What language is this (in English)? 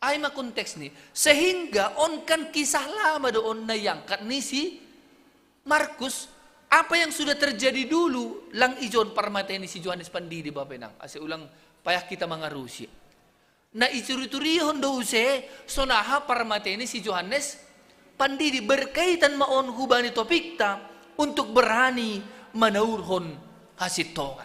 Batak Simalungun